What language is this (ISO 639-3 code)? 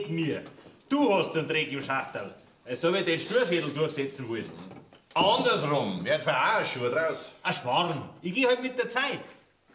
bar